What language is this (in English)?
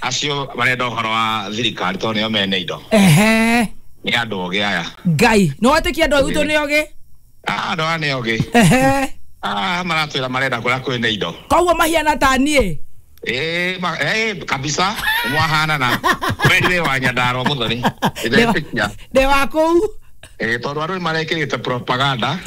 Kikuyu